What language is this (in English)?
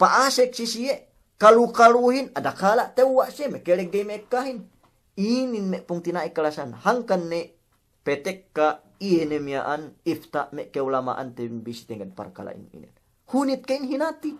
Yakan